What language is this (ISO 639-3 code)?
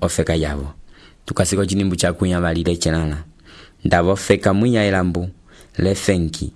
umb